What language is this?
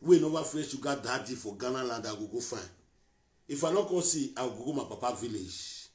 Nigerian Pidgin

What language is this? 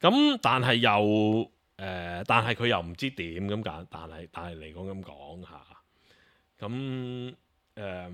Cantonese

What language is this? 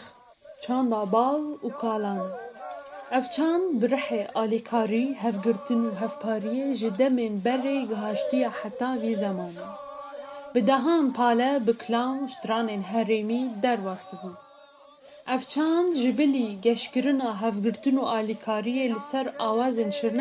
Kurdish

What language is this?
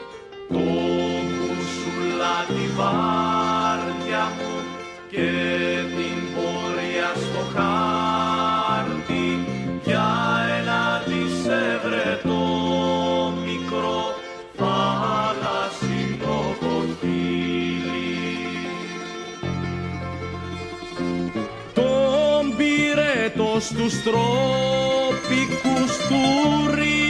Greek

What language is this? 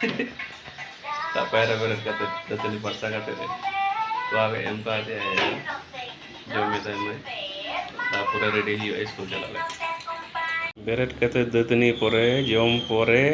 Santali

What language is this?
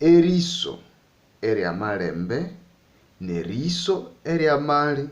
Nande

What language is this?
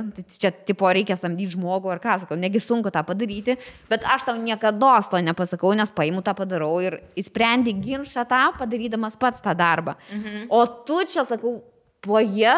Lithuanian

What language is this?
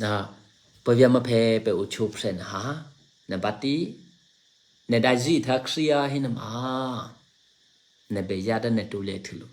Eastern Kayah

